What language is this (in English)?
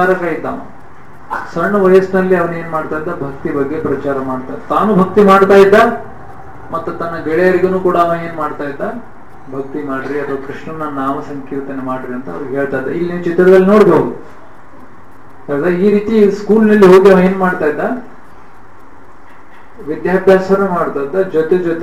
Kannada